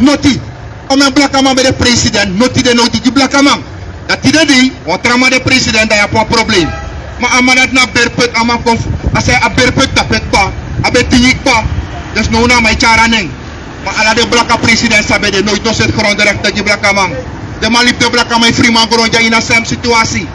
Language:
Sranan Tongo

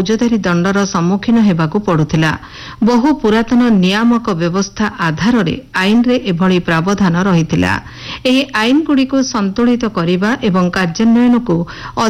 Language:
Odia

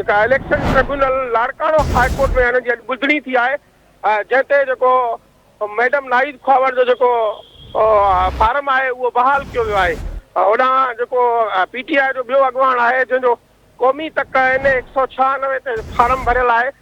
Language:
Sindhi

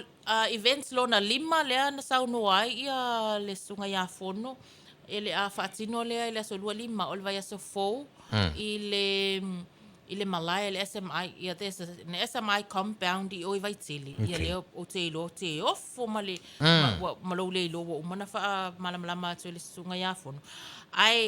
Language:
Samoan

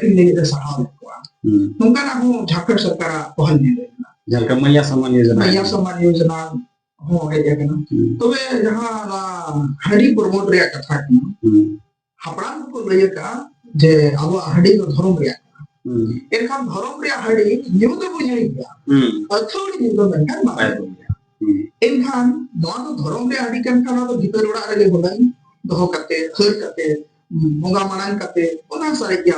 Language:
Santali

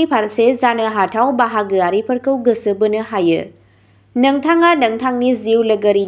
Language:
Bodo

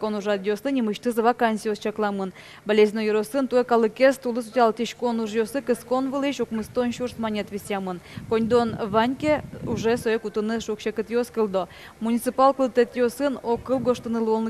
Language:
Udmurt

